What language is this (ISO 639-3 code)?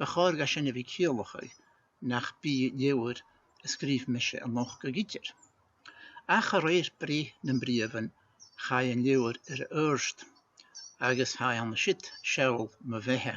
gla